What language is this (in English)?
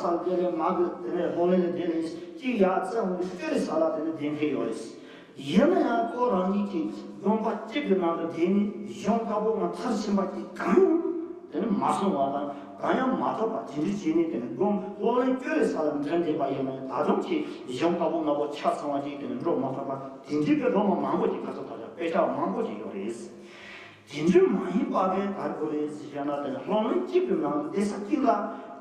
Tibetan